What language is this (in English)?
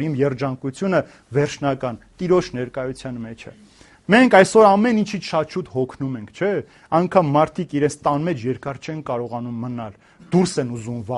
Armenian